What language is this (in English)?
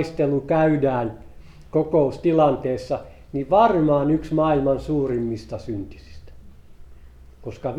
Finnish